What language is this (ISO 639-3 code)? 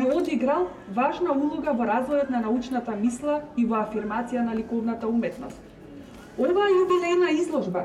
mkd